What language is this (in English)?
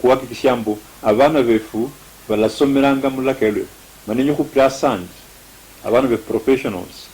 Luyia